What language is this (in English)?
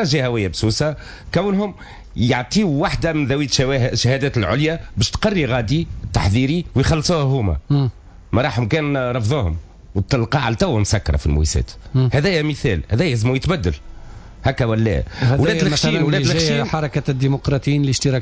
Tunisian Arabic